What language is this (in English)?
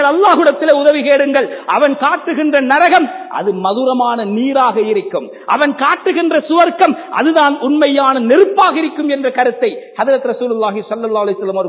Tamil